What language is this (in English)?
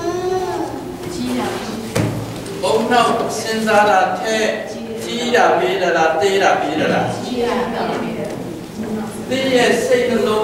Burmese